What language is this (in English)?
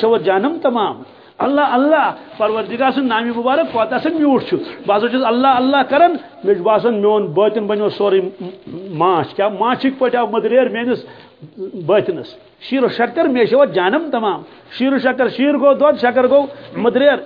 Kashmiri